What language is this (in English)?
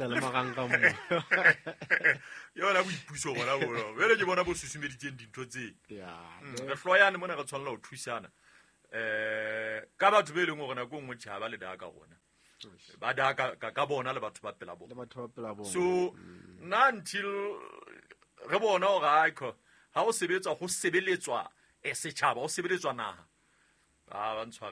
Southern Sotho